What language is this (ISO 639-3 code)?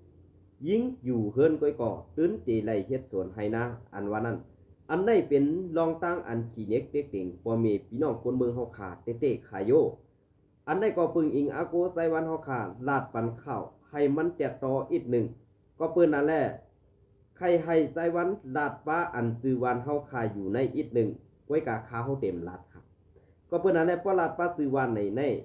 shn